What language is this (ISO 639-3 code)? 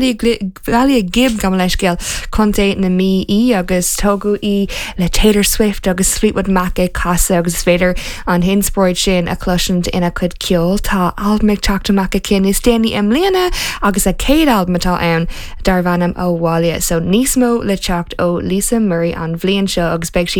gle